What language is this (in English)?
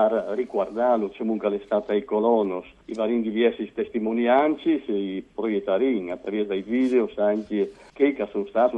Friulian